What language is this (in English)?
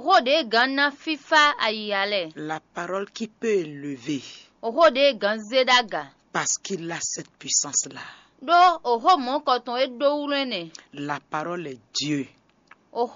Fon